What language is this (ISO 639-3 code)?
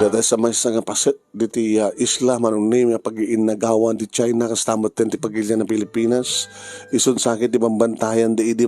ilo